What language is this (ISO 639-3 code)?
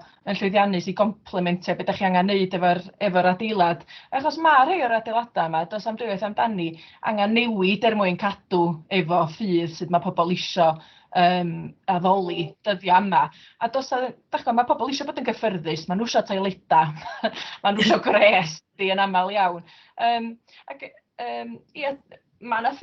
cym